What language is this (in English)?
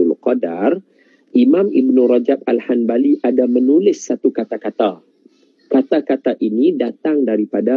Malay